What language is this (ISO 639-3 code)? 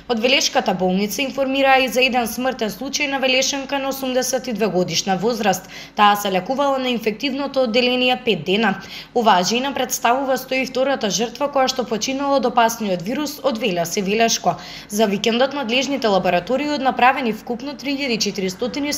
mkd